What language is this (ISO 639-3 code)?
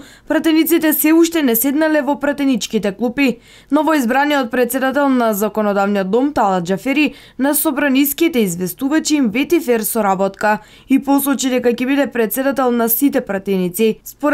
mkd